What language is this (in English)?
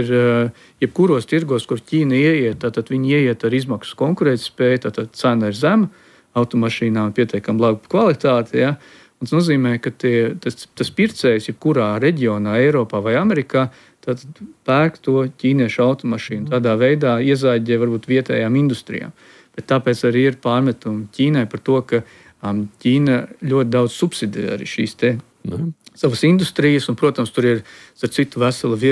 Latvian